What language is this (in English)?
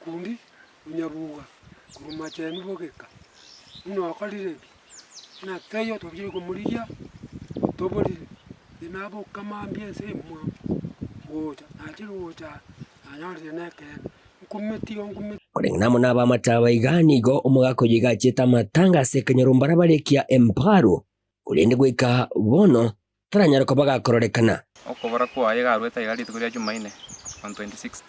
Gusii